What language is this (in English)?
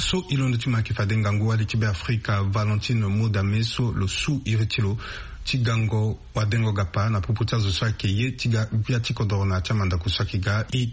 Sango